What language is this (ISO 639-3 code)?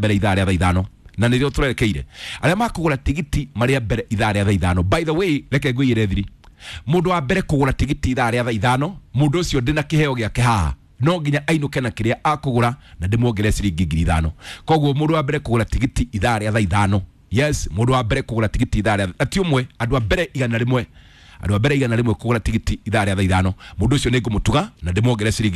kik